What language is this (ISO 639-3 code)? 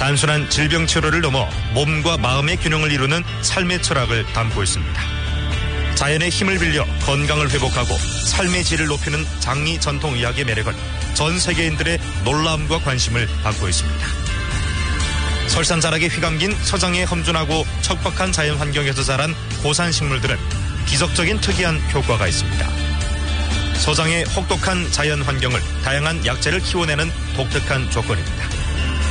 kor